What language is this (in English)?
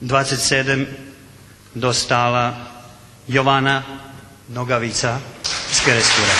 Rusyn